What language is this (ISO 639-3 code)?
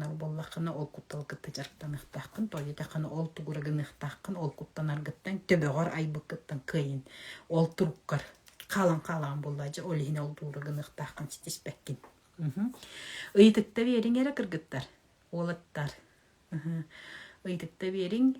sah